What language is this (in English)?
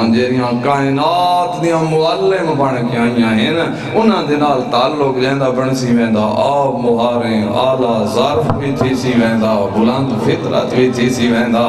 Saraiki